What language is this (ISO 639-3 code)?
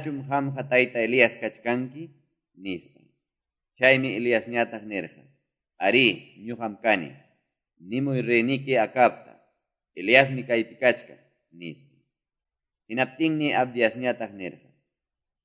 que